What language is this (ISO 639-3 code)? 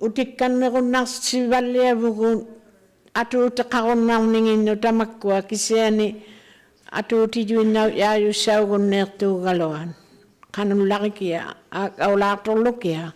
iku